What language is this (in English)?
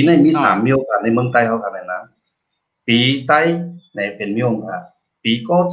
Shan